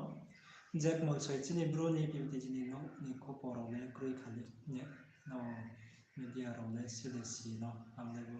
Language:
Riang (India)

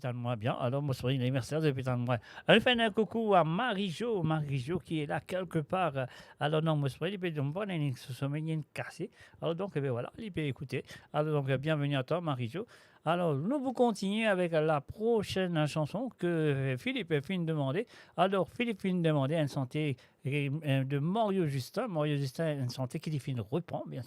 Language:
Morisyen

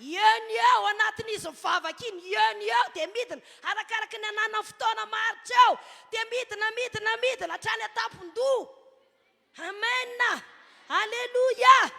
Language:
Malagasy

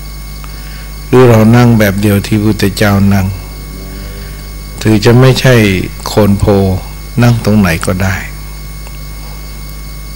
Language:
Thai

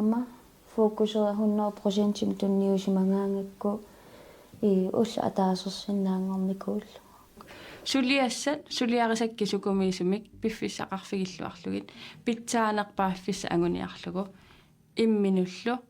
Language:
Kalaallisut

